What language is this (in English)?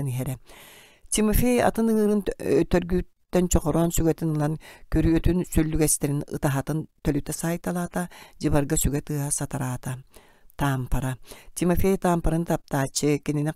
Yakut